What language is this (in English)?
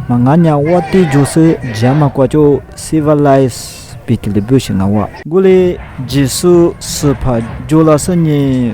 Lisu